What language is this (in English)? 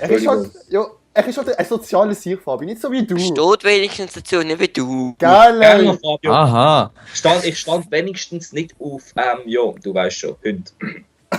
Swiss German